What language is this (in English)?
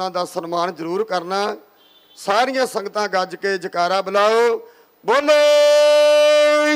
Punjabi